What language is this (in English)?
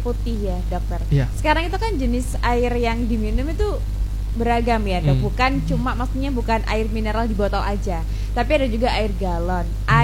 Indonesian